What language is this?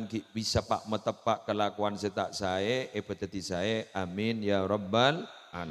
Madurese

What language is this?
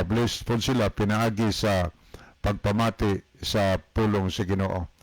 Cebuano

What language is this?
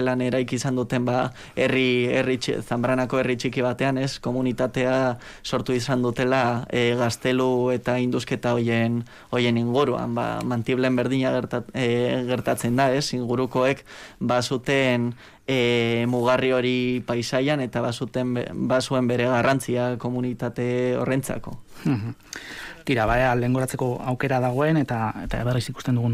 Basque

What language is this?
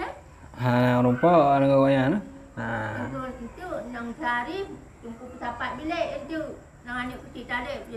Achinese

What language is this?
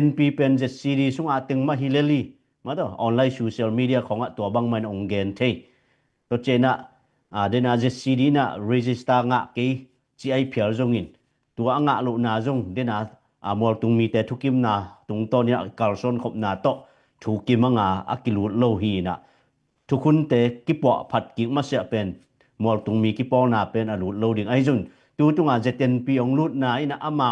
Tedim Chin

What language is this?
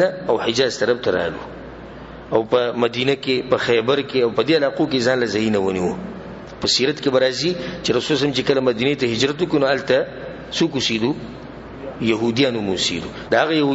Pashto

